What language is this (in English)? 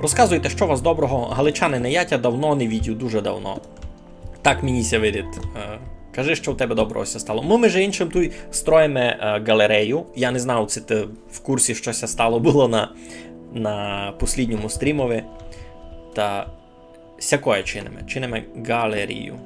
Rusyn